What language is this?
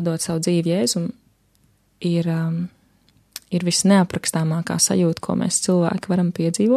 Latvian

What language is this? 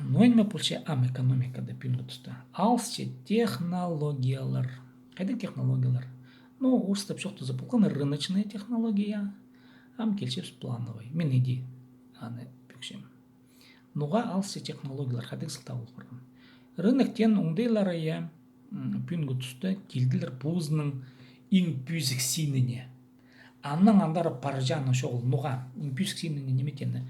Khakas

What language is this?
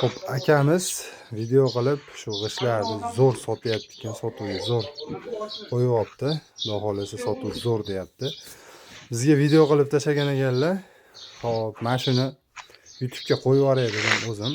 Uzbek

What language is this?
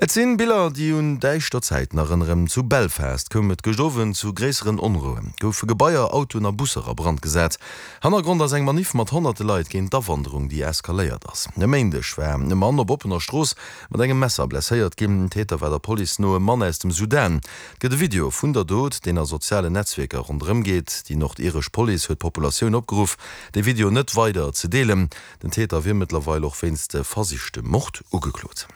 Luxembourgish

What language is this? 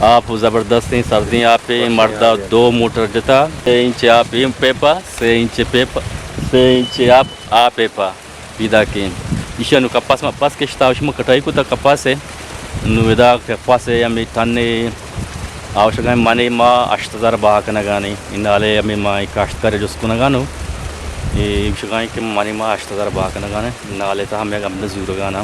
Eastern Balochi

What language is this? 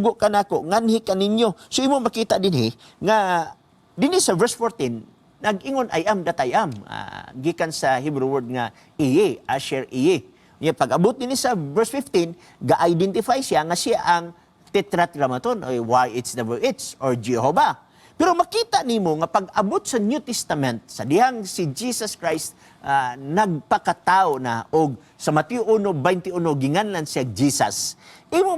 Cebuano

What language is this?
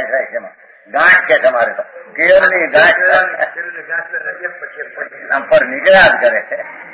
Gujarati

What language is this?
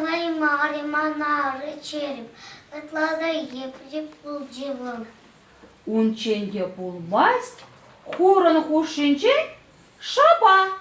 Chuvash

